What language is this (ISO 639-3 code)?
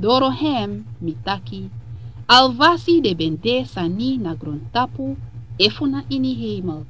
srn